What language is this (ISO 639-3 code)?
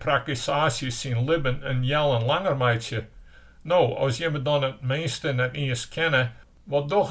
fry